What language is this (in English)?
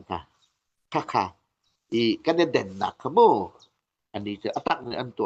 Hakha Chin